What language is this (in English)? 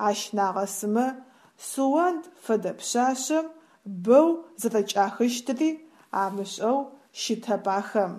Adyghe